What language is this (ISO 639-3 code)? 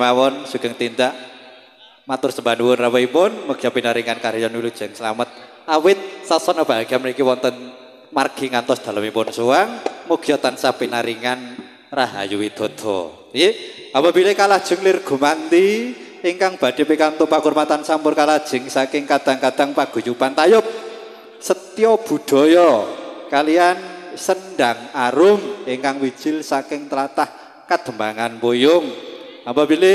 jav